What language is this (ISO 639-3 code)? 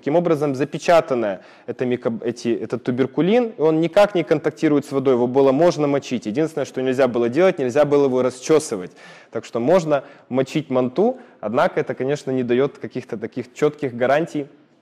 rus